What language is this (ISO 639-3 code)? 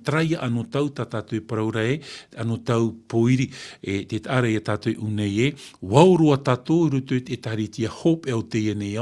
tah